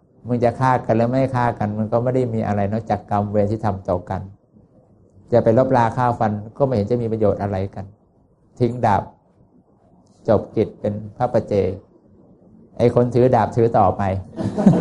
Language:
Thai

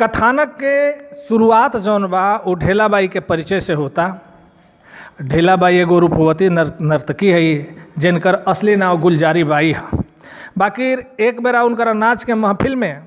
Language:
Bhojpuri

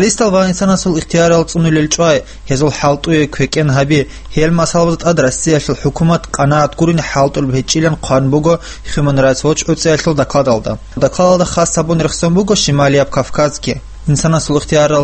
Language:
Avaric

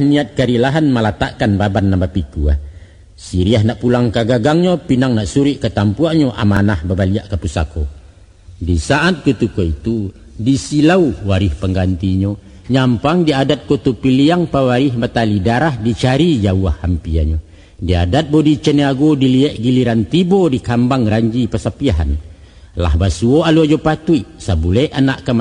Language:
Minangkabau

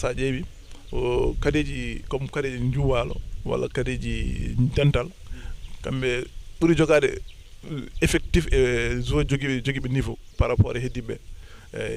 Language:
Fula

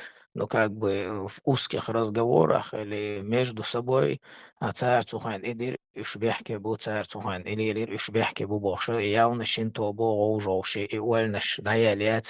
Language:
Chechen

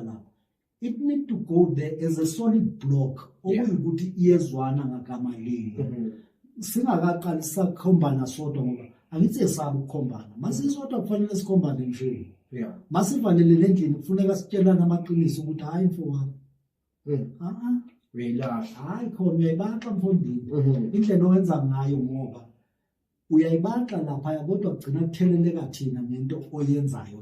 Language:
Zulu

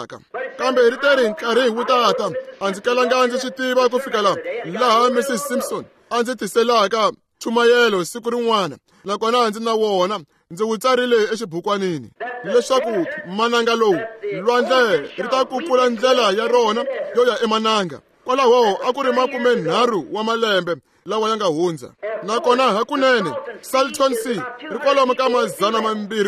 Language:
Tsonga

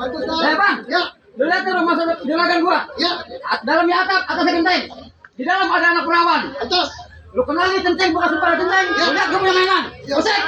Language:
Betawi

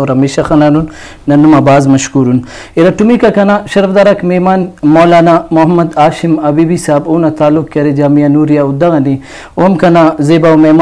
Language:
Brahui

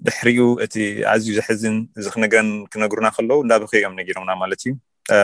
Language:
Tigrinya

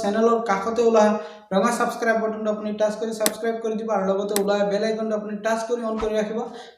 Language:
Assamese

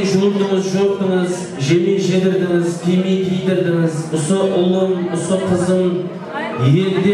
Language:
Kara-Kalpak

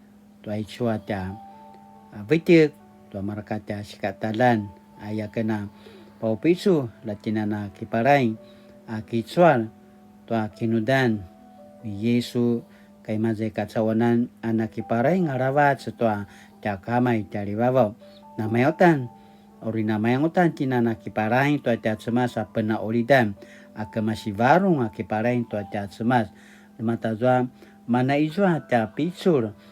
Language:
Paiwan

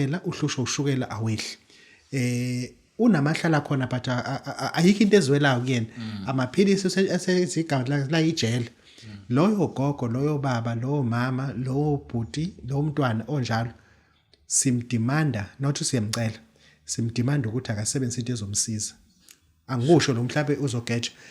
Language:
Zulu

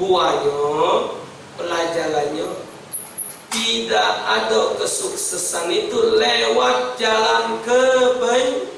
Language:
Musi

